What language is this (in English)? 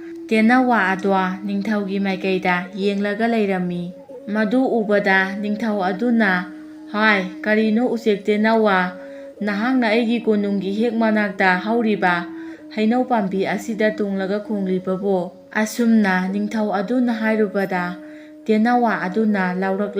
Manipuri